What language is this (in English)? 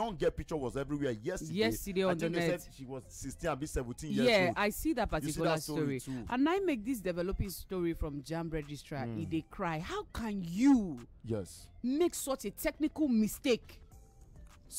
Nigerian Pidgin